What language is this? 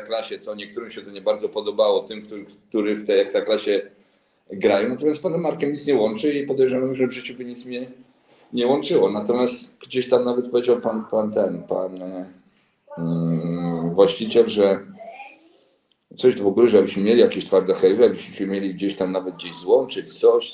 Polish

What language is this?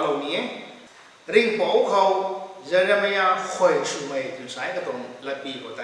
Rongmei Naga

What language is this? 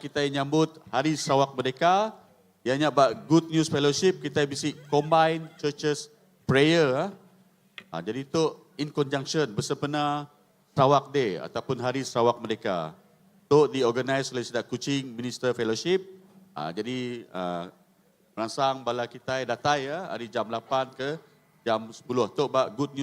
Iban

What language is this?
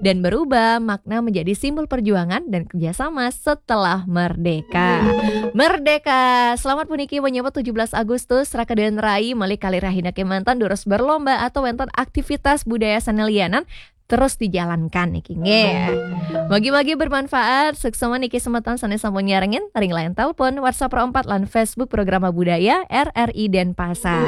Balinese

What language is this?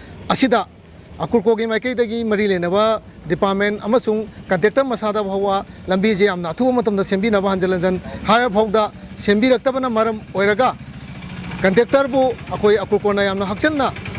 Manipuri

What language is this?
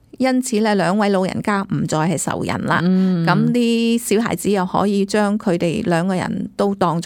Cantonese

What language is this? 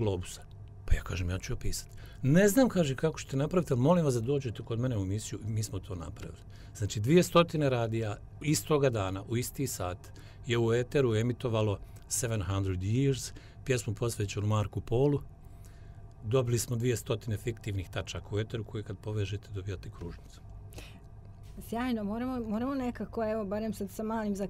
Bosnian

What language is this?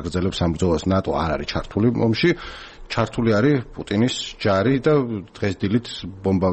Georgian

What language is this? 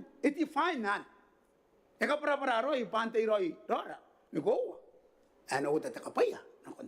Gilbertese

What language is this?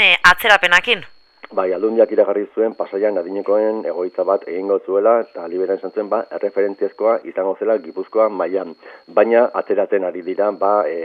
Basque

